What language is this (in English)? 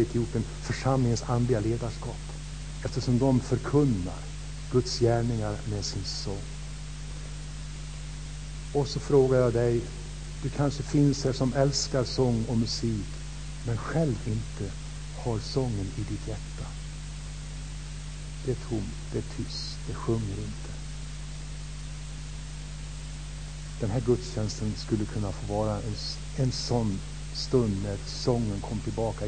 Swedish